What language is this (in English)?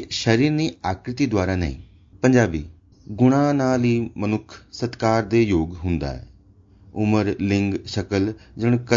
Sanskrit